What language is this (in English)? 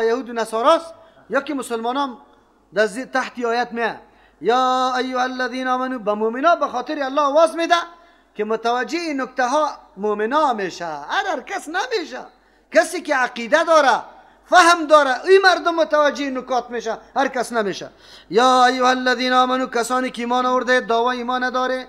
Persian